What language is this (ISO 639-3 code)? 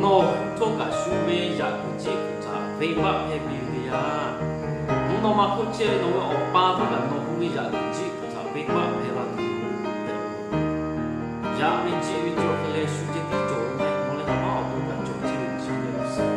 lhu